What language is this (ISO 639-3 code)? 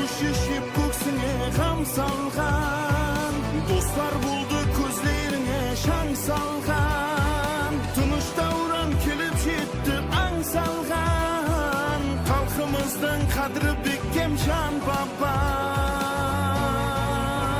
kaa